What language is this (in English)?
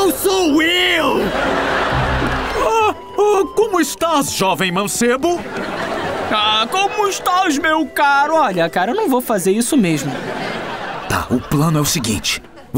Portuguese